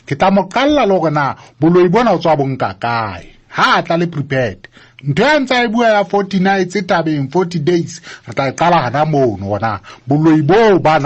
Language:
Southern Sotho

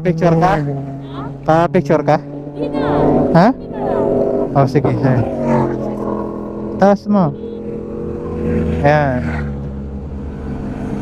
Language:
Filipino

